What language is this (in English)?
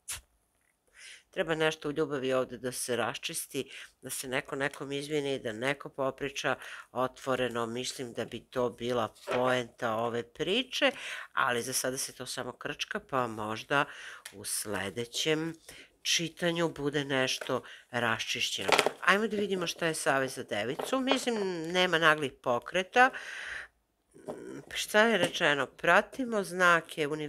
Serbian